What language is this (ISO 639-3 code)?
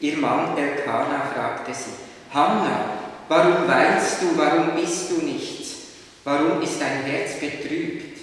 gsw